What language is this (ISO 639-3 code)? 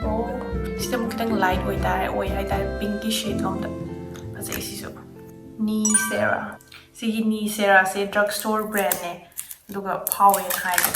mni